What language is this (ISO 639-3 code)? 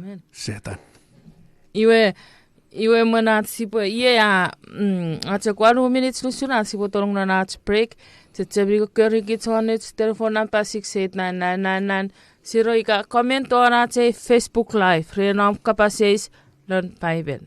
chk